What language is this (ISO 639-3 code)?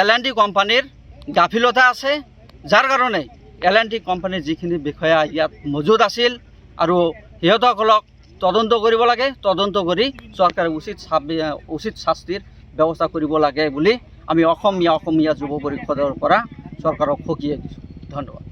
asm